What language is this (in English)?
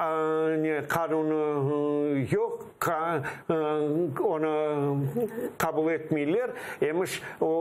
Crimean Tatar